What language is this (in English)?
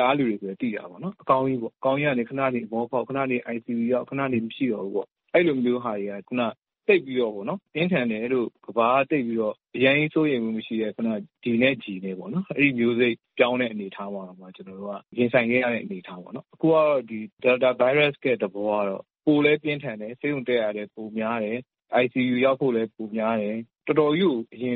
Burmese